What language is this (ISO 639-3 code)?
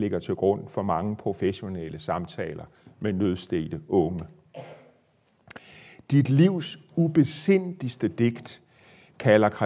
dan